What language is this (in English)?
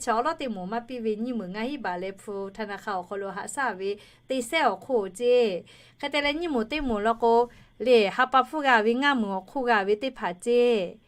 Lahu